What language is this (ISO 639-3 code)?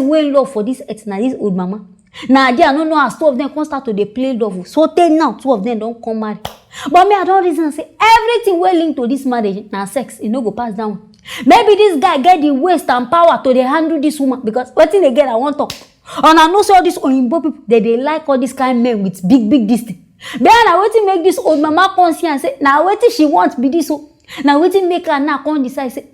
pcm